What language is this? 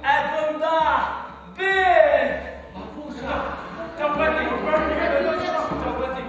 Bashkir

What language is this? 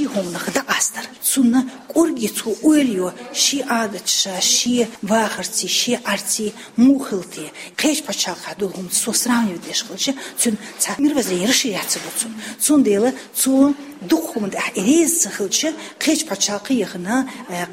Chechen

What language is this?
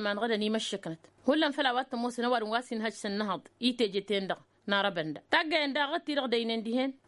Tamasheq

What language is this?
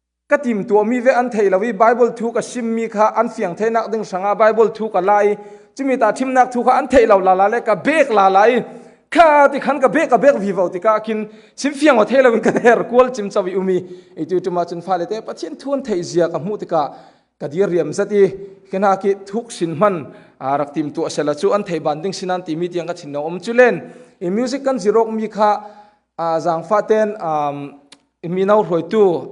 Falam Chin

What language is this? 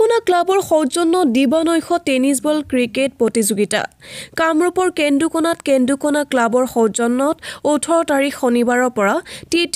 Assamese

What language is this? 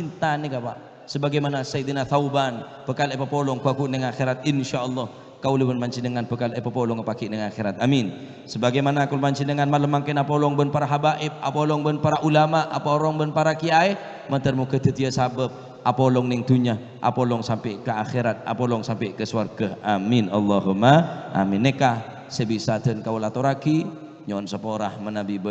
Madurese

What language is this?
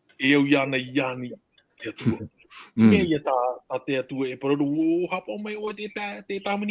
Tahitian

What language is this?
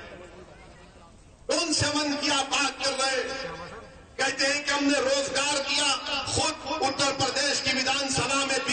Urdu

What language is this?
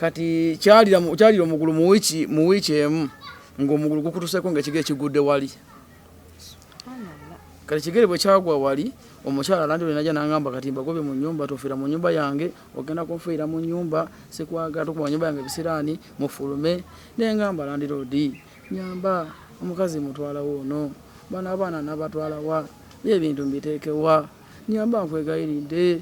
Ganda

